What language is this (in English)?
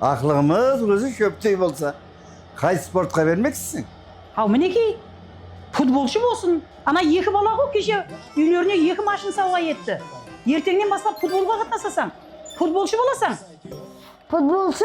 Kara-Kalpak